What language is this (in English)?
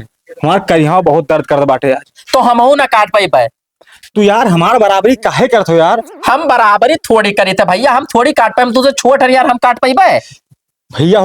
Awadhi